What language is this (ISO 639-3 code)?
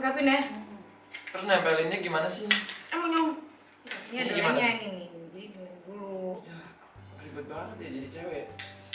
ind